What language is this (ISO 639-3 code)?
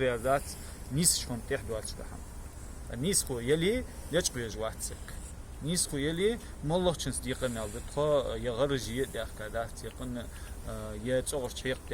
inh